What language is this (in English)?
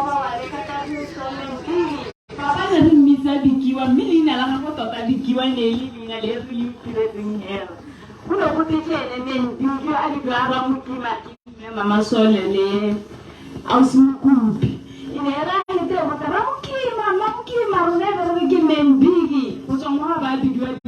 Tswana